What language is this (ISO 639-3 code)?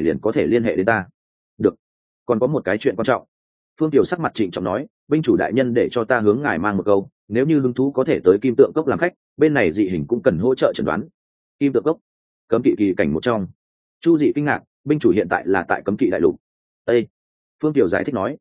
vie